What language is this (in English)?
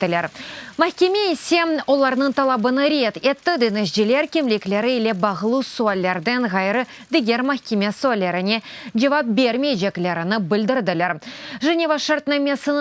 Crimean Tatar